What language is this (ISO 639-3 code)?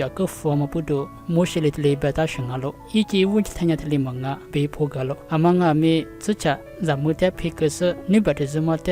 lis